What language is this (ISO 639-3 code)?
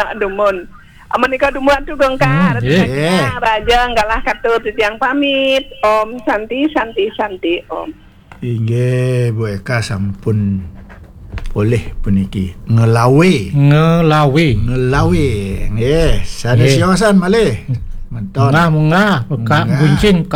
ban